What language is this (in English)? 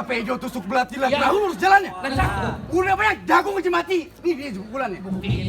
Betawi